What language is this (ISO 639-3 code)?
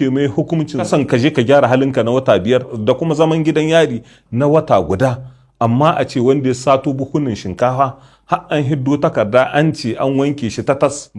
hau